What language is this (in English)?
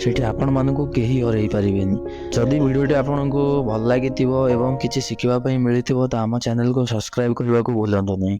Odia